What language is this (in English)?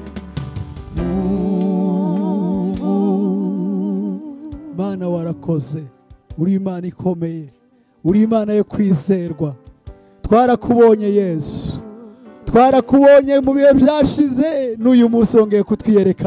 Kinyarwanda